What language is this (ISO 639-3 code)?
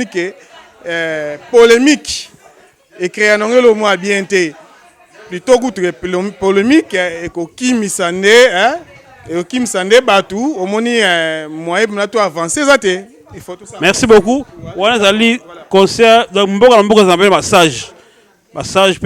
lin